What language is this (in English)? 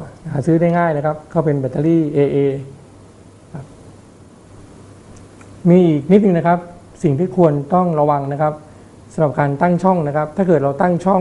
Thai